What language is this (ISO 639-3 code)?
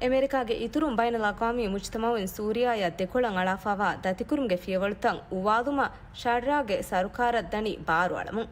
div